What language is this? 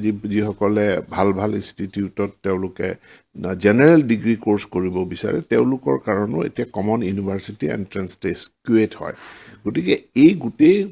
Assamese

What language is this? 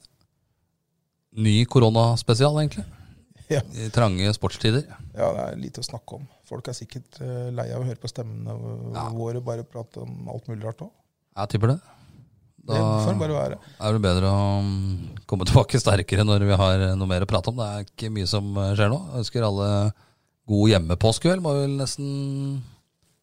Norwegian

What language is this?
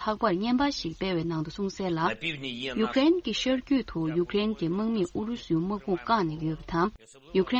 Tibetan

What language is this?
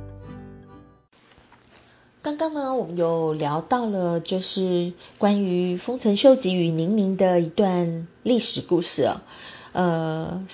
Chinese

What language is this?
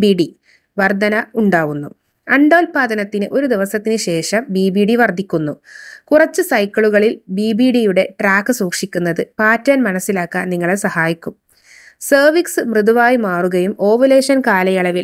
Malayalam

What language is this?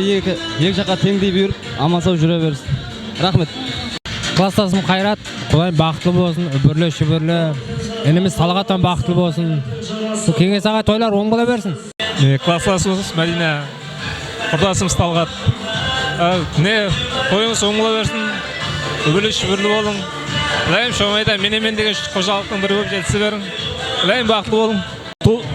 Kara-Kalpak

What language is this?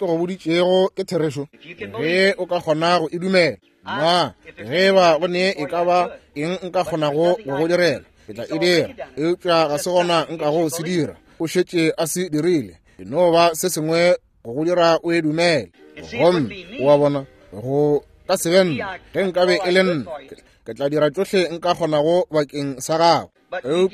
Northern Sotho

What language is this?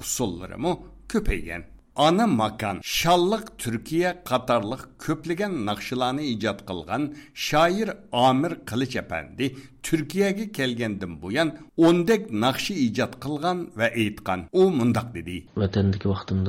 Uyghur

